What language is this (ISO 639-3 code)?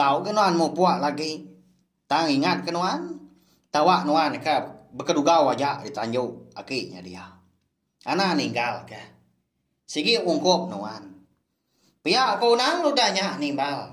iba